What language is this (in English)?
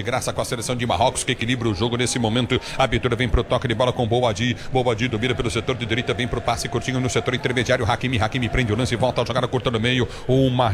Portuguese